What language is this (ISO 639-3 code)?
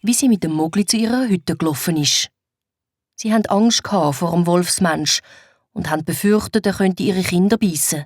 gsw